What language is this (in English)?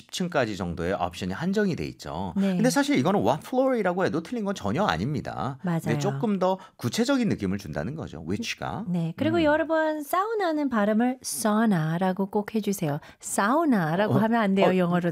Korean